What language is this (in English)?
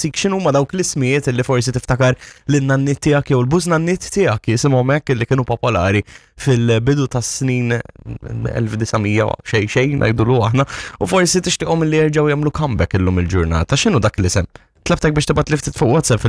Maltese